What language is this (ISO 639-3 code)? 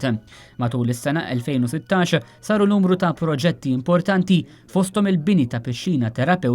mlt